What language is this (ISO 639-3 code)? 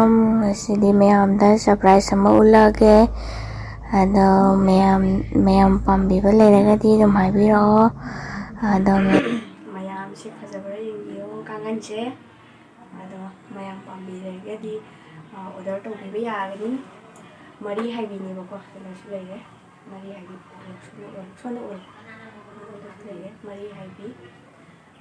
mni